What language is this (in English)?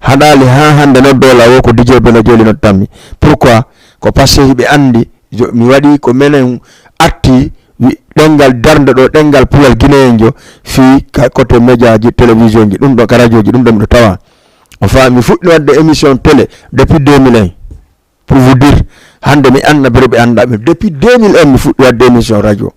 Fula